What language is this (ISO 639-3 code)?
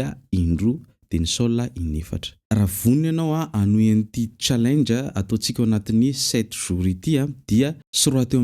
mlg